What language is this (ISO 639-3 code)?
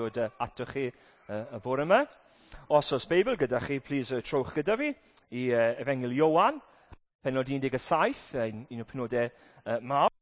cym